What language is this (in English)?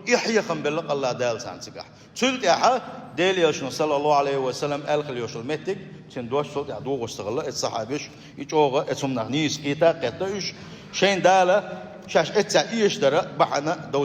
Chechen